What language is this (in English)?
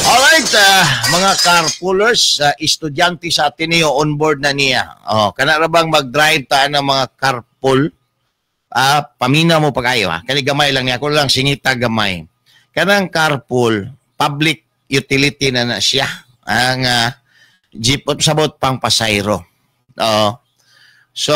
Cebuano